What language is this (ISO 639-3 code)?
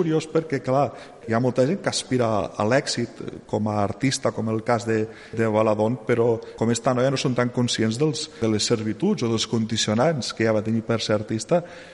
cat